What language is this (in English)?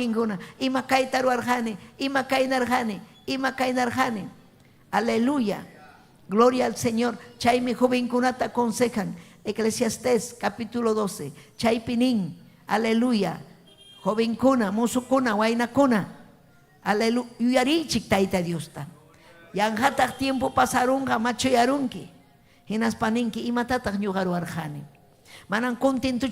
Ayacucho Quechua